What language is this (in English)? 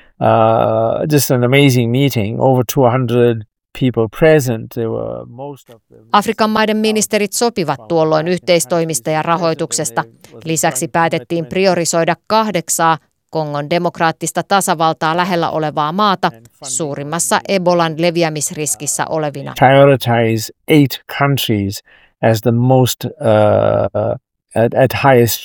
Finnish